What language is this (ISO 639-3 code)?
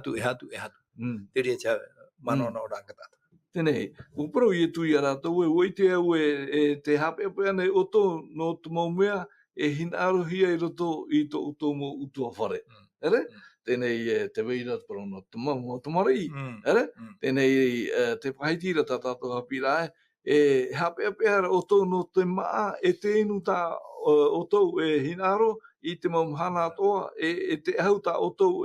tah